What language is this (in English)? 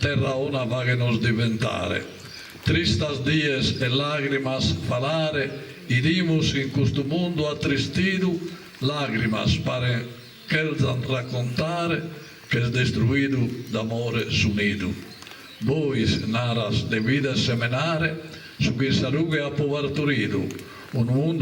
Sardinian